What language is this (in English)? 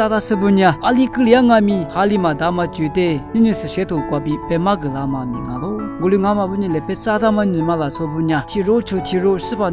Lisu